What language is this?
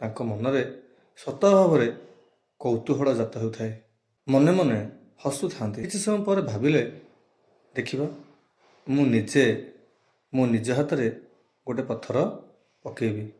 Odia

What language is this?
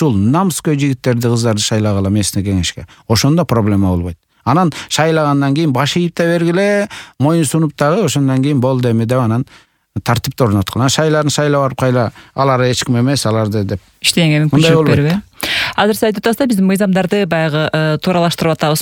Kyrgyz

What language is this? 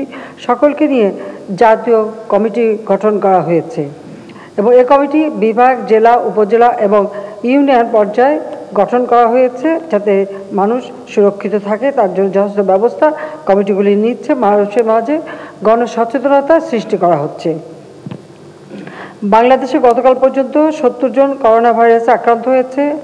Bangla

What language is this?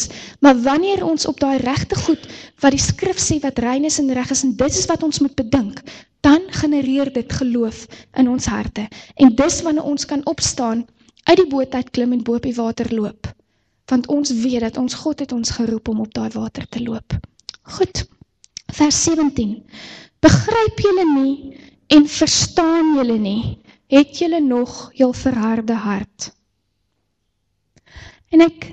Afrikaans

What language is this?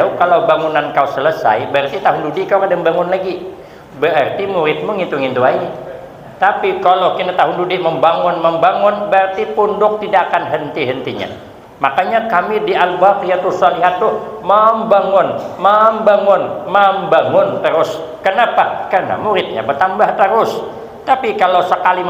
Banjar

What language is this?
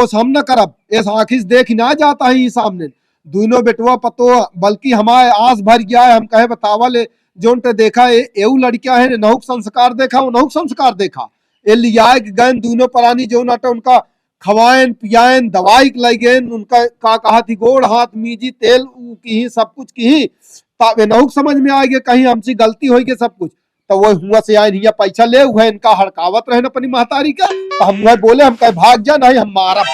Awadhi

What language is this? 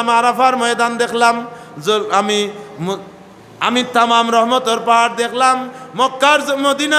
Sylheti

